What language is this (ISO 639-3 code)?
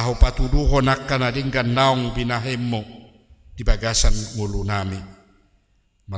bbc